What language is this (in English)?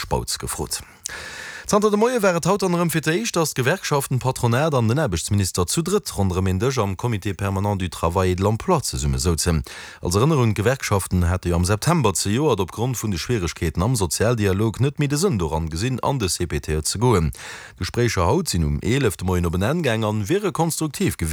Luxembourgish